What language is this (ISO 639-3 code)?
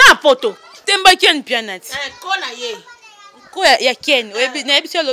lin